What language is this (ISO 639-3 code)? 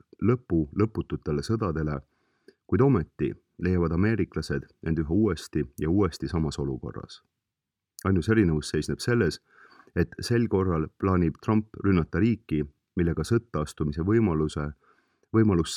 est